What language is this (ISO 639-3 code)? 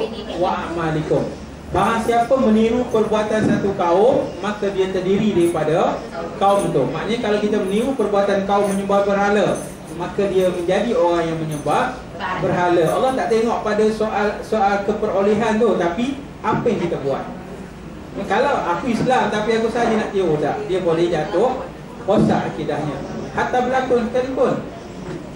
msa